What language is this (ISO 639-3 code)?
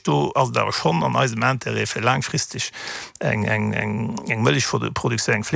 ltz